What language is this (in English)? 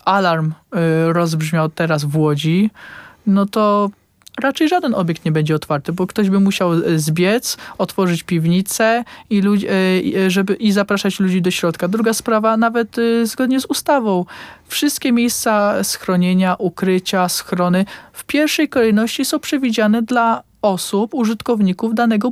Polish